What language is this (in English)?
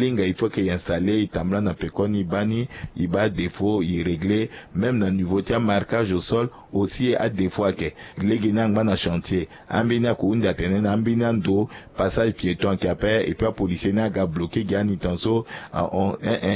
Sango